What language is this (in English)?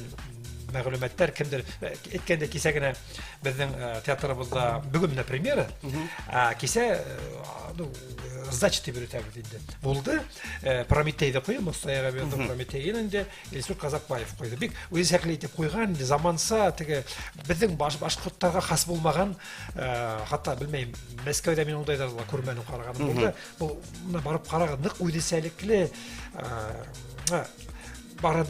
Bashkir